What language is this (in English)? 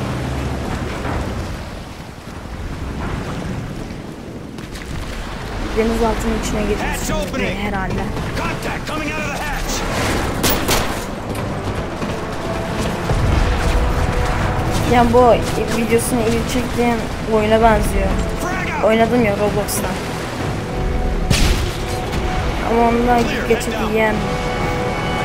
Turkish